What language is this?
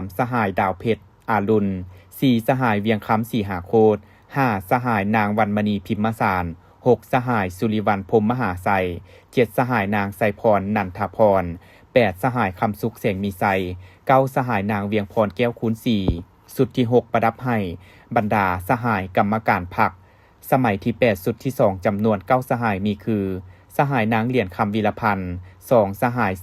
Lao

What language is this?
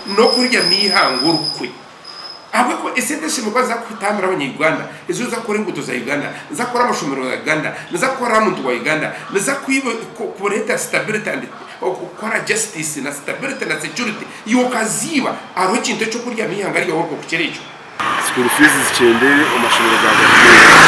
Nyankole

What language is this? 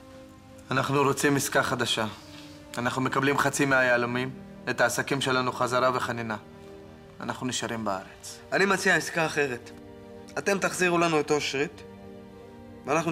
Hebrew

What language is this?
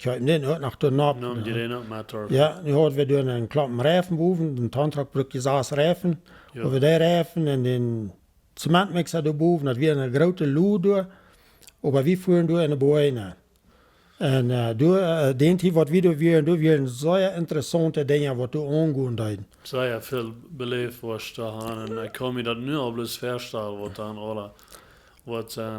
Plautdietsch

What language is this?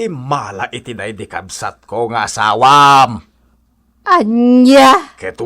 Iloko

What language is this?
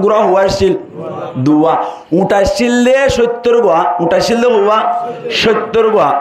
Rohingya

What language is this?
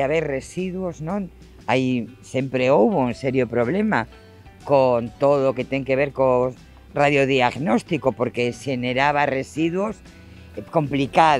Galician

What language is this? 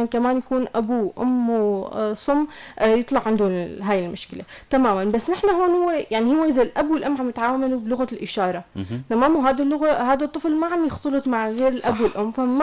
North Levantine Arabic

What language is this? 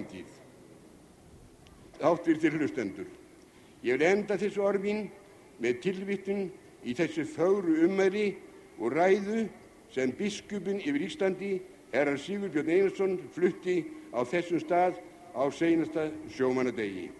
Icelandic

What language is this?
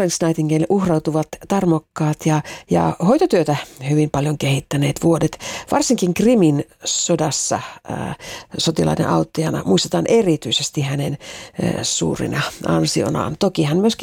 Finnish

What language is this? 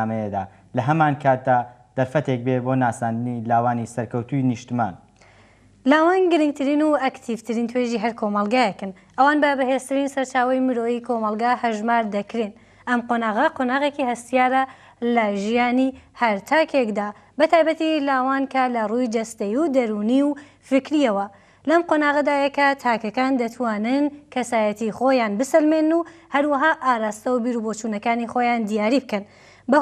Central Kurdish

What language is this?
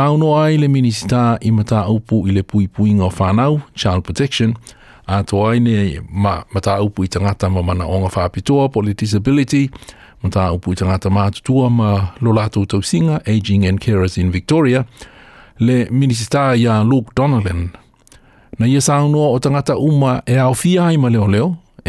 Samoan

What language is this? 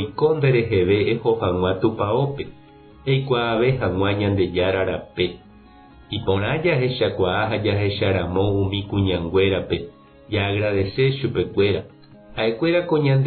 Guarani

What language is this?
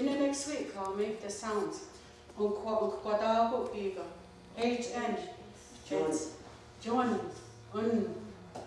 Mohawk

